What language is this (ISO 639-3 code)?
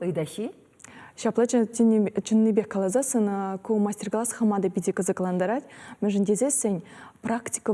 chv